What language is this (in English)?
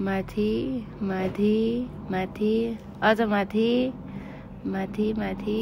Nepali